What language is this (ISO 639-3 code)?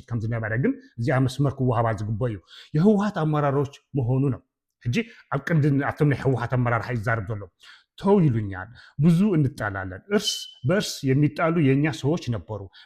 tir